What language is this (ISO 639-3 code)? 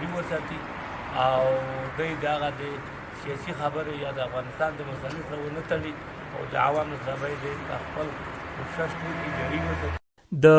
pus